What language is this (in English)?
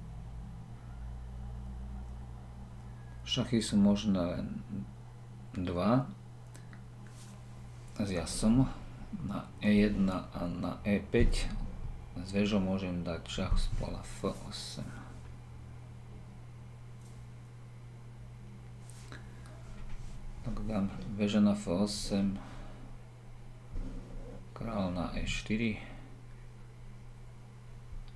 Slovak